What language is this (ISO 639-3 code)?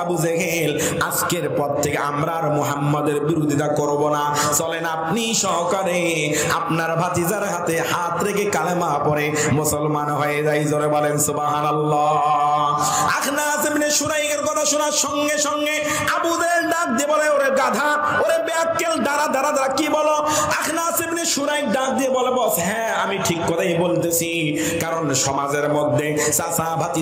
ben